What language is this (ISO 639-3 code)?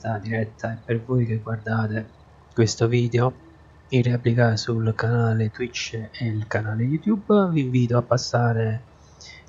ita